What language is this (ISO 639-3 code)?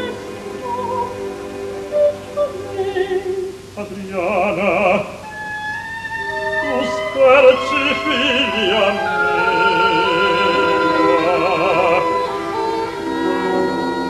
ita